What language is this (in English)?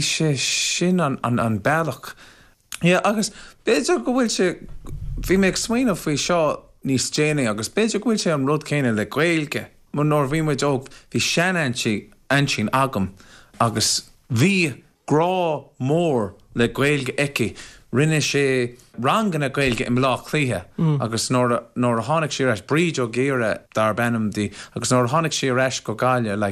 Irish